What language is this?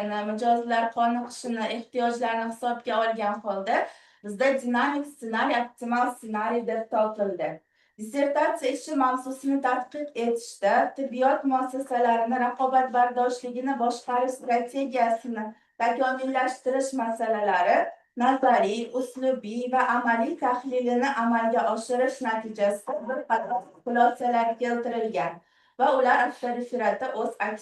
Uzbek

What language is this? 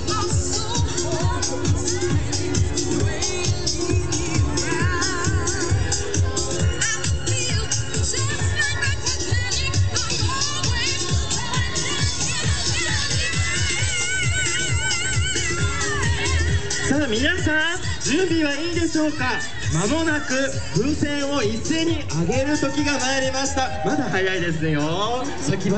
Japanese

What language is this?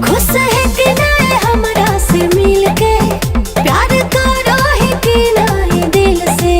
Magahi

